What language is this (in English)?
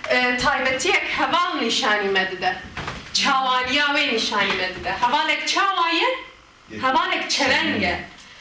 Kurdish